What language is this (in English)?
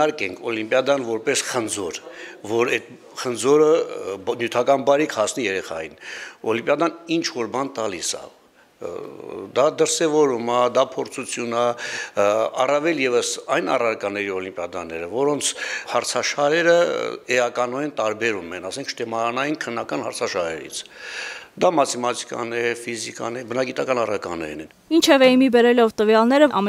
Armenian